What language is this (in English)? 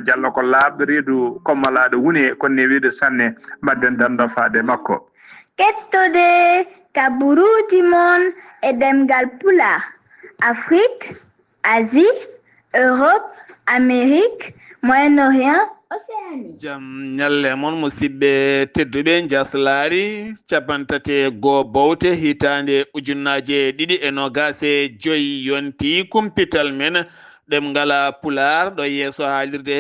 Fula